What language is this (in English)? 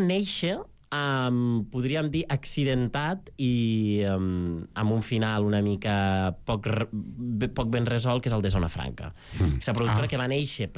Catalan